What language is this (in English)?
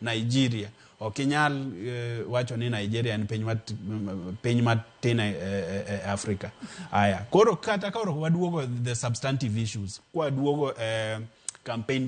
Luo (Kenya and Tanzania)